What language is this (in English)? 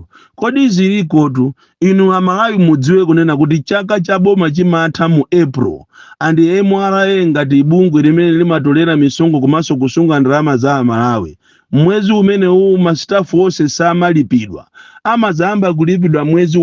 Nyanja